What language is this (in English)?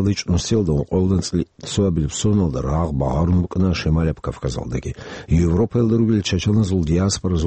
Avaric